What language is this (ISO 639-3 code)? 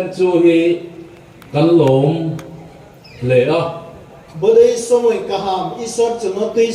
ria